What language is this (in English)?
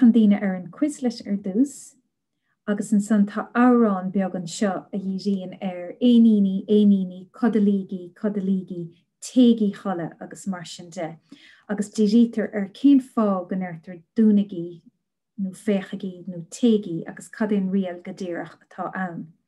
Irish